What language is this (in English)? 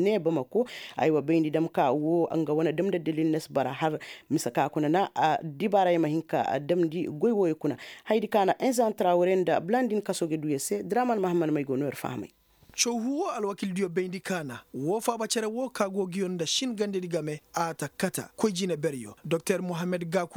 Koyraboro Senni